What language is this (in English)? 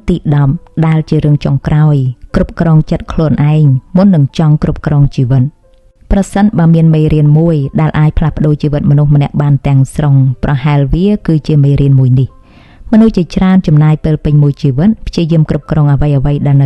Khmer